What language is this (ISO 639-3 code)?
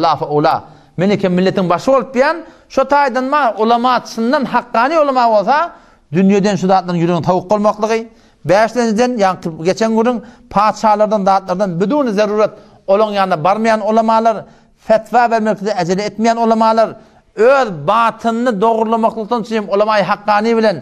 tuk